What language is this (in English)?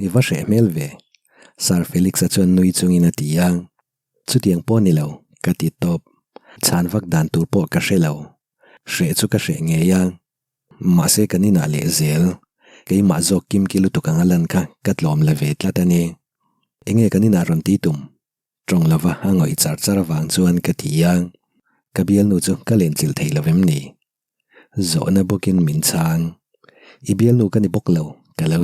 Mizo